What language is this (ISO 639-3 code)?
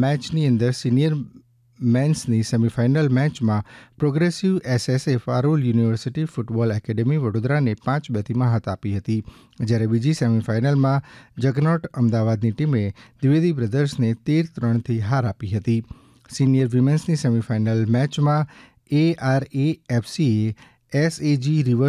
guj